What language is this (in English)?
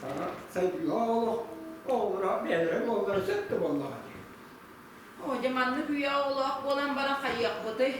Yakut